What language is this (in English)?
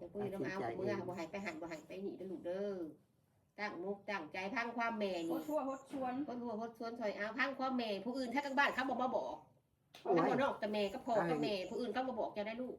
Northeastern Thai